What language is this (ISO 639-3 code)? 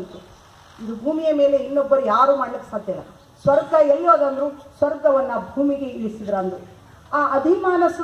kan